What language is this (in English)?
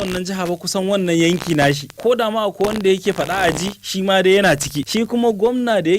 Hausa